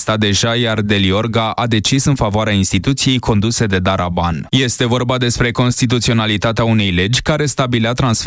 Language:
Romanian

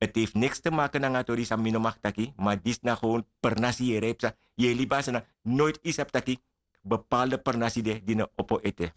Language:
Sranan Tongo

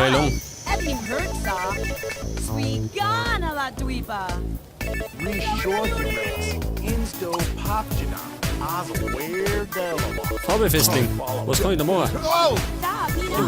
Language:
Bavarian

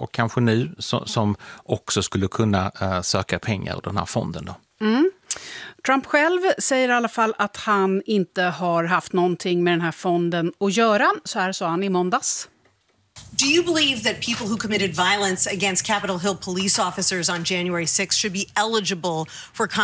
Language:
Swedish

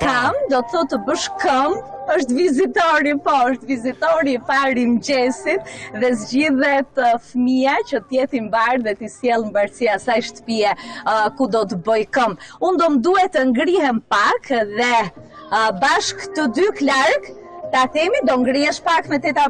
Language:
Albanian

